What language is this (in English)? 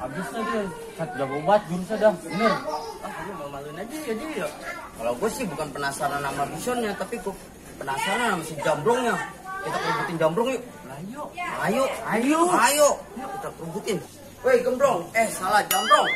Betawi